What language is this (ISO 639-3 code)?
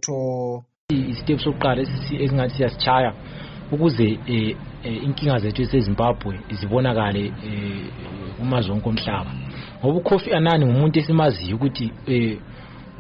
nde